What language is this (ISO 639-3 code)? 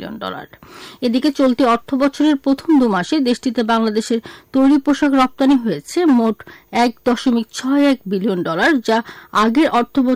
ben